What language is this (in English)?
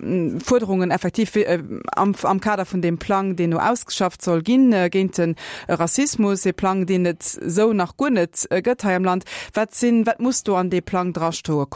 Luxembourgish